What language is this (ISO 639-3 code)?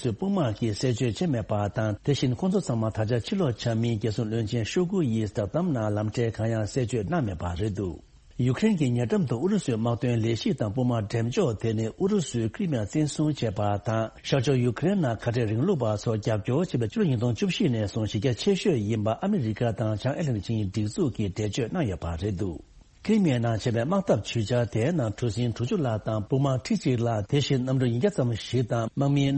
bod